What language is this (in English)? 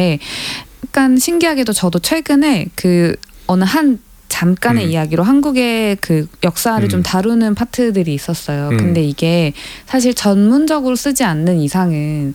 Korean